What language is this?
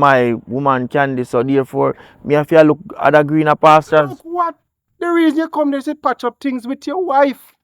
Jamaican Creole English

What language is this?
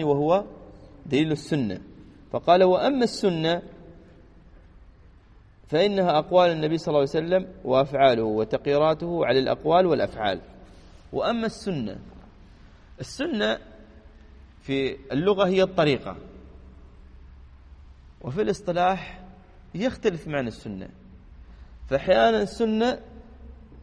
Arabic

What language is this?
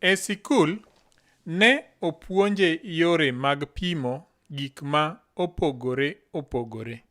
Luo (Kenya and Tanzania)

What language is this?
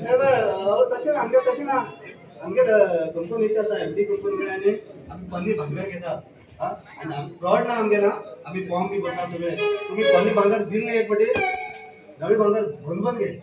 Konkani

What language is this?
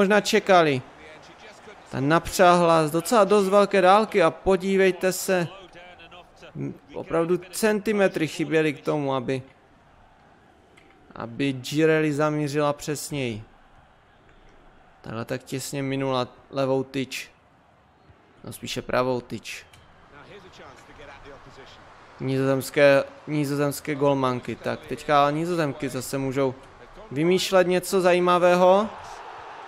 Czech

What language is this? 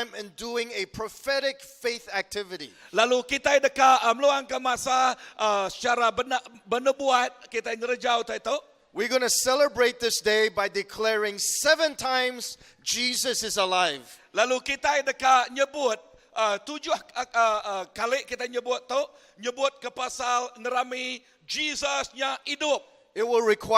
Iban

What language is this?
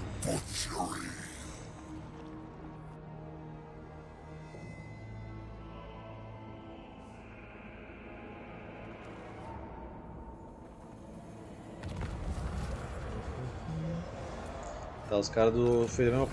Portuguese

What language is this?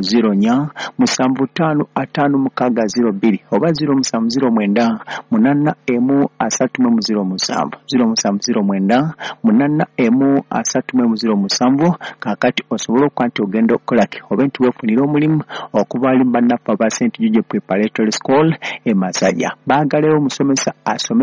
Ganda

